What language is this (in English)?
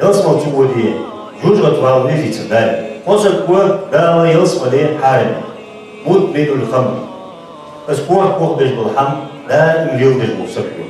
Ingush